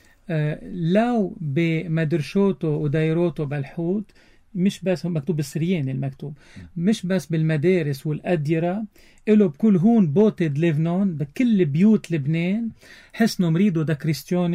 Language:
North Levantine Arabic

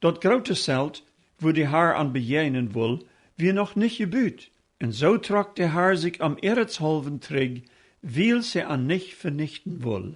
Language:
Plautdietsch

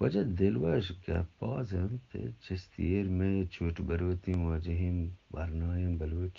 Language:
Eastern Balochi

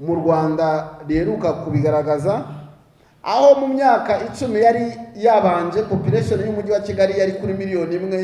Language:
Kinyarwanda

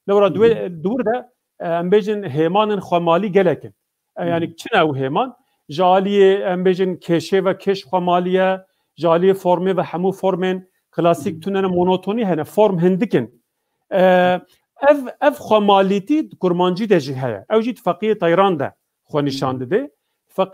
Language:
Kurdish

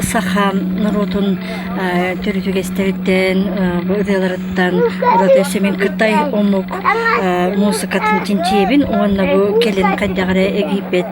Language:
Yakut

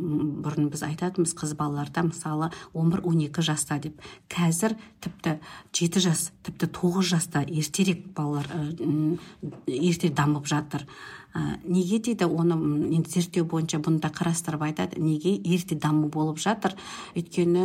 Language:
Kazakh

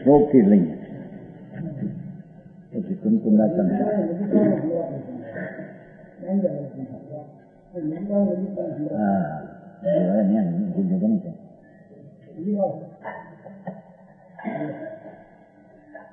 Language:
Gujarati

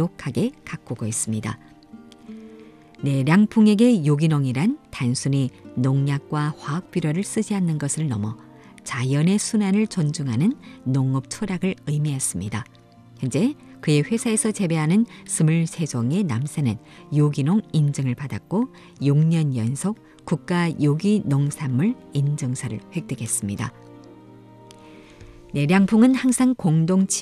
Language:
Korean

